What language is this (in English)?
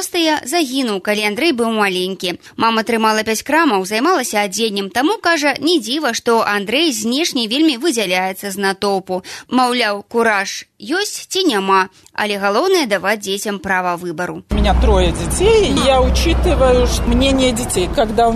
Belarusian